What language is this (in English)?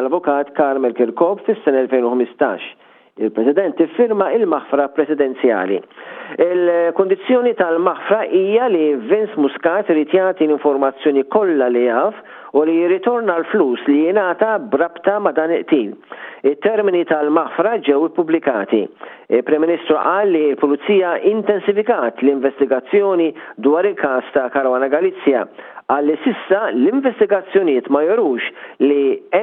Maltese